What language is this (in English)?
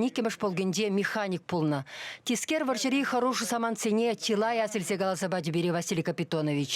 Chuvash